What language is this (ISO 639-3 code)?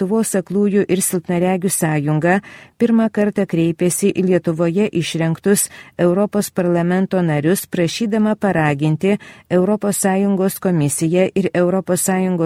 lit